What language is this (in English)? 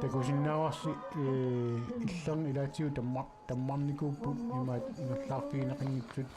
Kalaallisut